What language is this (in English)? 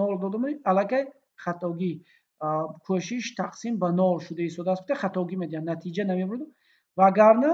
Tajik